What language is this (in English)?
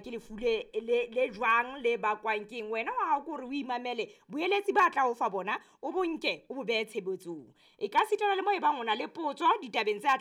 Southern Sotho